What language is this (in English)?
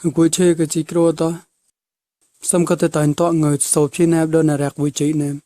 Mon